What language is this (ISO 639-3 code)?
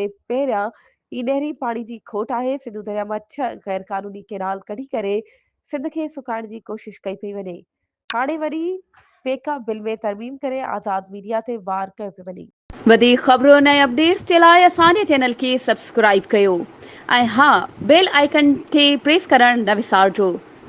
snd